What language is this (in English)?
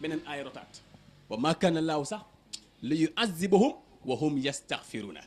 Wolof